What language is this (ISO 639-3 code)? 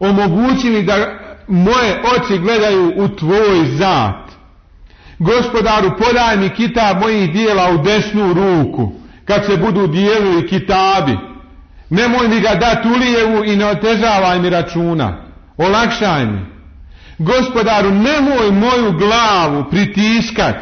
bos